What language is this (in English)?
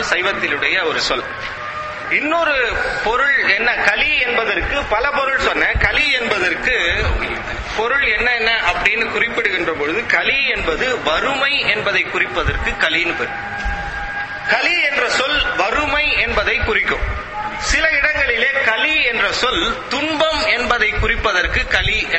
Tamil